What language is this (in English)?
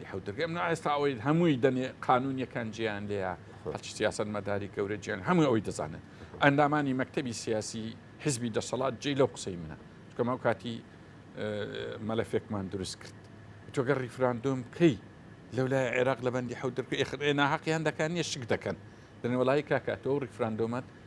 Central Kurdish